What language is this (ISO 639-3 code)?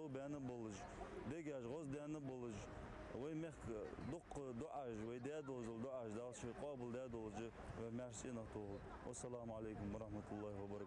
inh